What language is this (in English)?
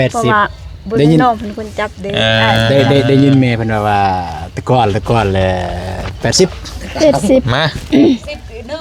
Lao